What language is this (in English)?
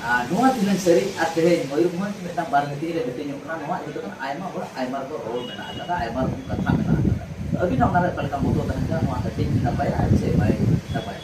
Santali